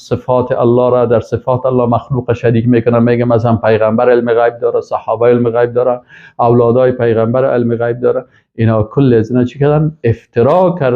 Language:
Persian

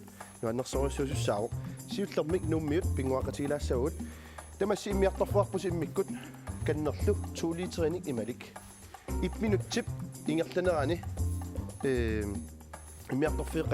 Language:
Kalaallisut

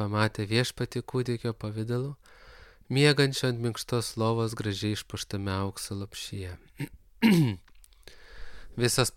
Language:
Lithuanian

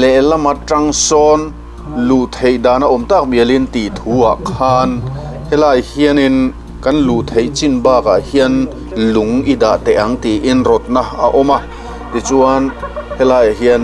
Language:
Mizo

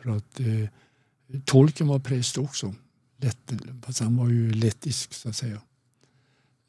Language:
Swedish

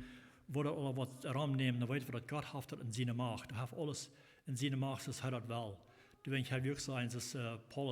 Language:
Plautdietsch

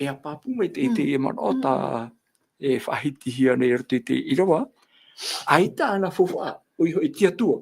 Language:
Tahitian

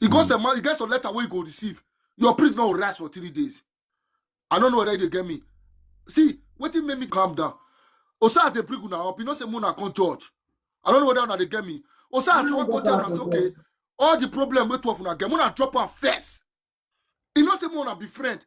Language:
Nigerian Pidgin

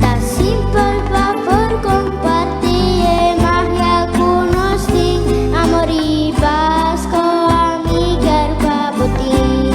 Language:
Papiamento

